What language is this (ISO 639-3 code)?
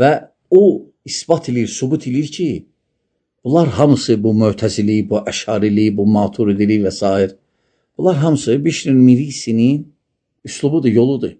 aze